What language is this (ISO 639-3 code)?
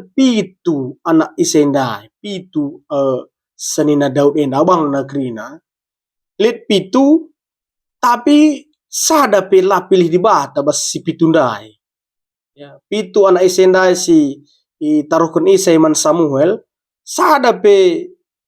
btx